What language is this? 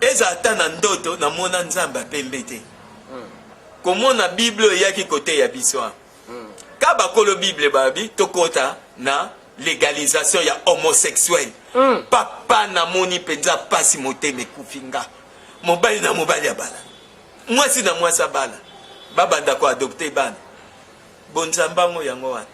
Lingala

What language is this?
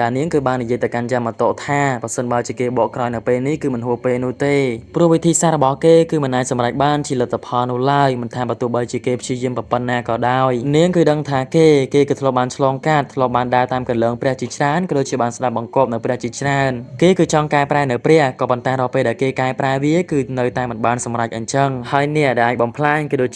Khmer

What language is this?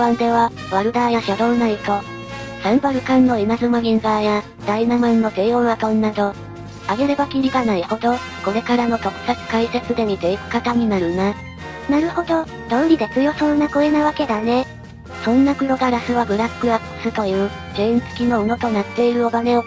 Japanese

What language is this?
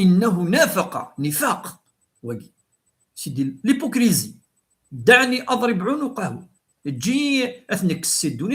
Kabyle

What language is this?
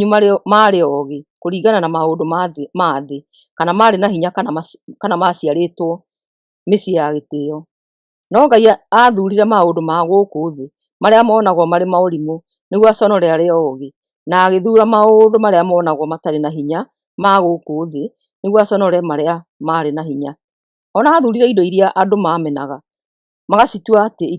Kikuyu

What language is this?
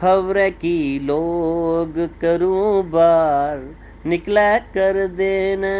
Dogri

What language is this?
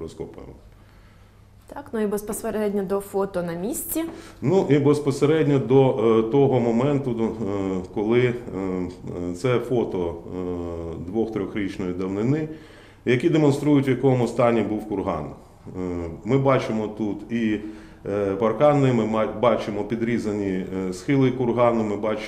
Ukrainian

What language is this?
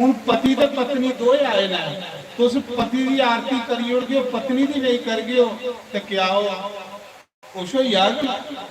Dogri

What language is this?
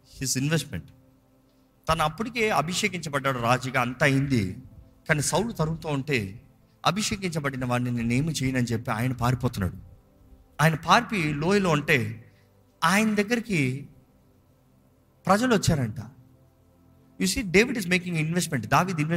Telugu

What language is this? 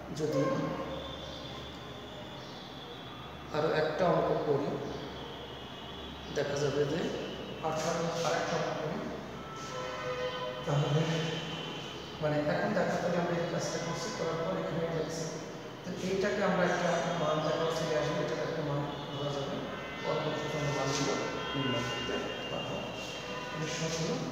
Bangla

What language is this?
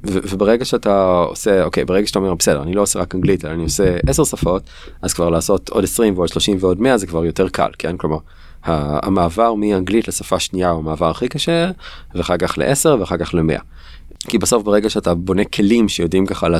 Hebrew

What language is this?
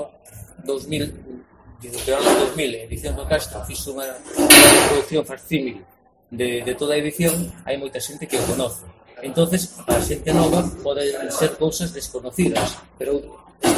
Galician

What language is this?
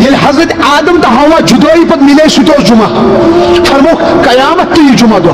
Kashmiri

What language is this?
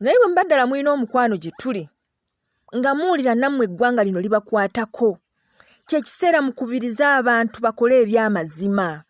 Ganda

